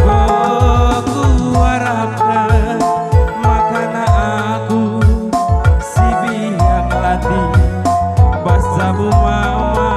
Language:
Batak Karo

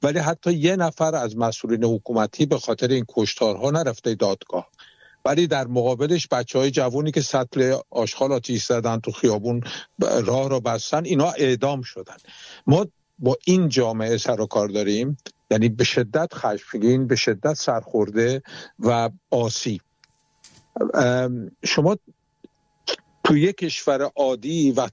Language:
Persian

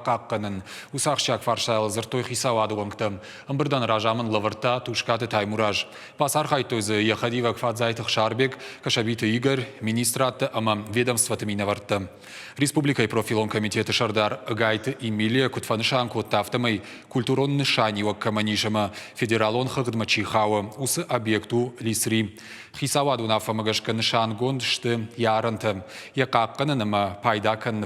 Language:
Ossetic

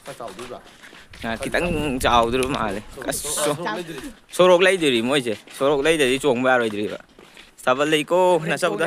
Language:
Manipuri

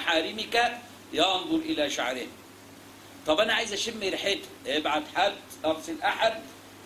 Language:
Egyptian Arabic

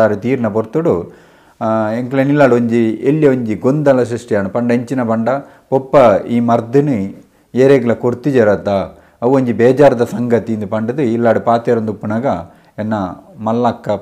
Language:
Tulu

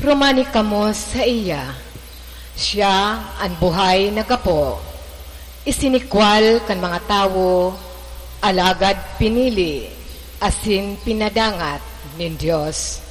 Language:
Bikol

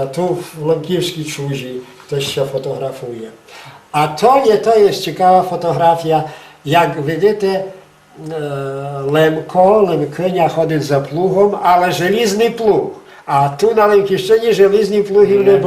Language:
Rusyn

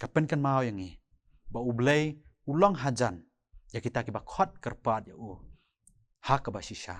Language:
Khasi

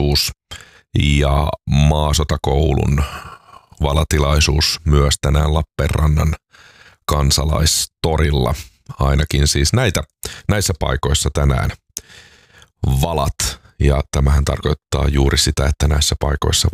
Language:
Finnish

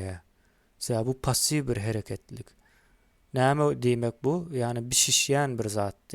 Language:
Turkmen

